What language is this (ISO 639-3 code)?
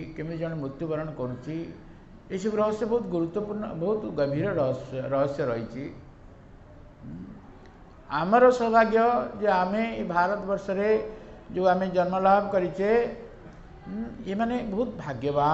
ori